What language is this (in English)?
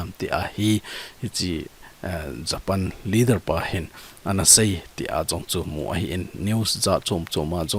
Thado Chin